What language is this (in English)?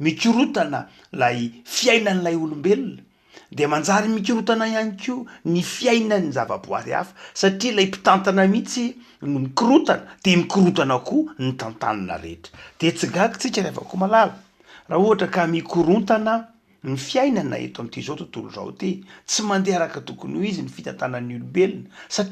Malagasy